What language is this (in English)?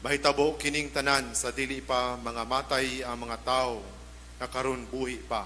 Cebuano